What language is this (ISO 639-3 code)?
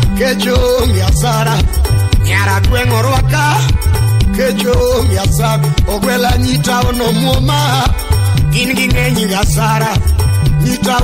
luo